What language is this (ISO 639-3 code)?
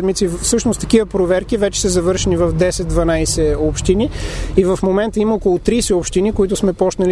bul